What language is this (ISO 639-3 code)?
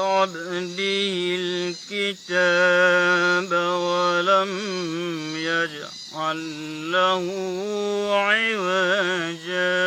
ace